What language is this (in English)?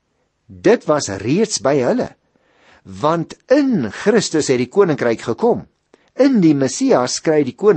Afrikaans